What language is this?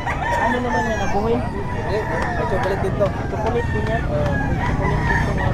Filipino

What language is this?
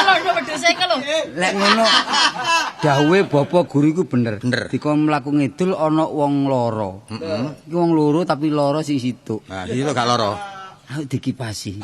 Javanese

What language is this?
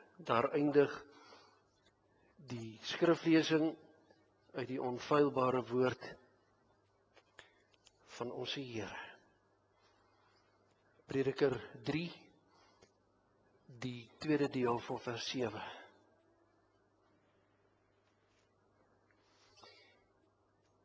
Afrikaans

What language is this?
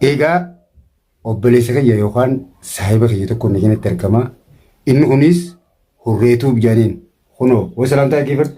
Oromo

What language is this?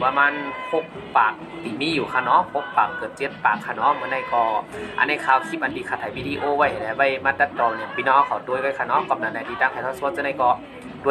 Shan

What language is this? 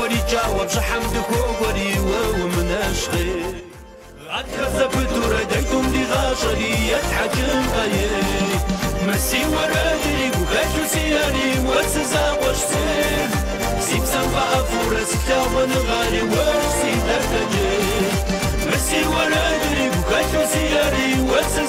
Kabardian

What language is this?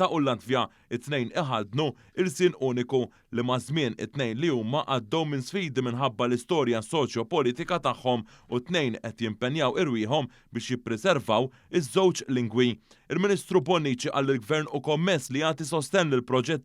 Maltese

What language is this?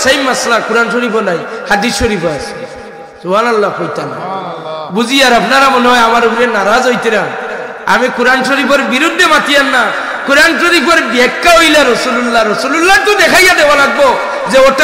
Sylheti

